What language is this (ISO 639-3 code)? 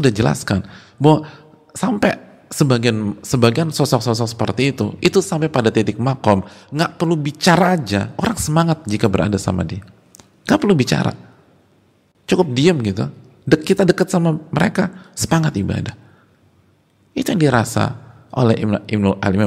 ind